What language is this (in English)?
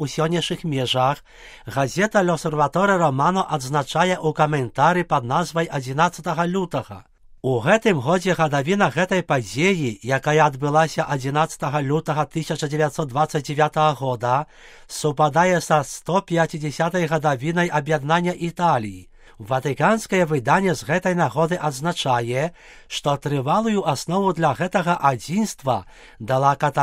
Belarusian